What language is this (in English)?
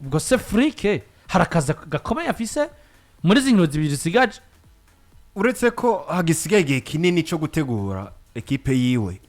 Rundi